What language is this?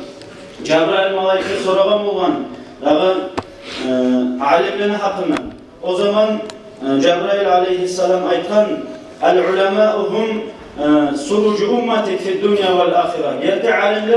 Kumyk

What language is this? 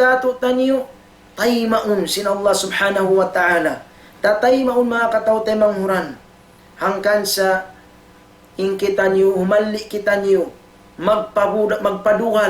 Tausug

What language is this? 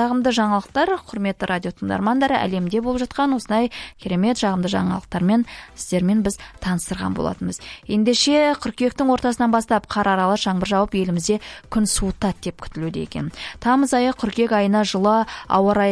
Kazakh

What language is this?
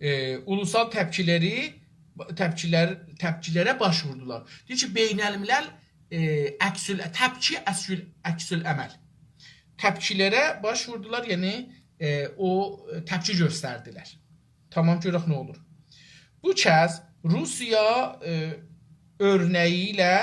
South Azerbaijani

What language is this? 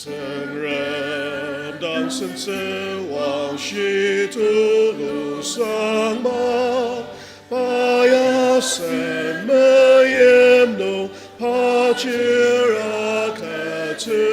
Ao Naga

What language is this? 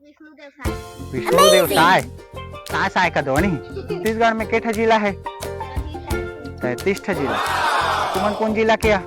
Chhattisgarhi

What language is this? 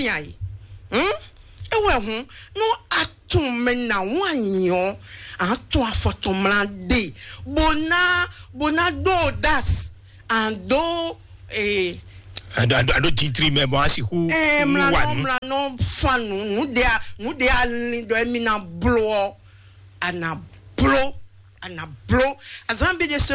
Fon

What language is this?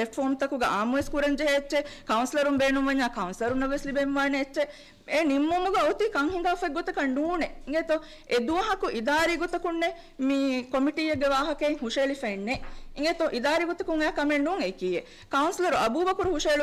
Divehi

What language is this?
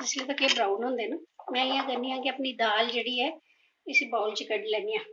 Dogri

